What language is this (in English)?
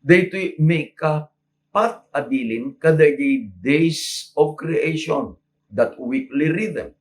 Iloko